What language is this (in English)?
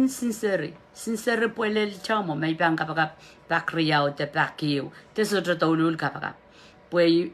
Pohnpeian